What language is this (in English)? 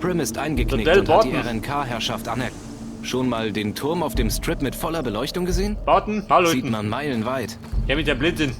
Bavarian